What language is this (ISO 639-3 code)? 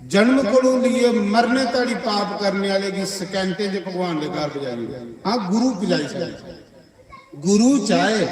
doi